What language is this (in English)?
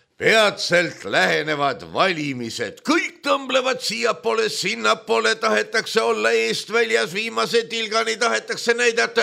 Estonian